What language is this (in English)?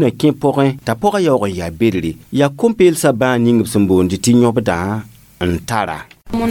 Mossi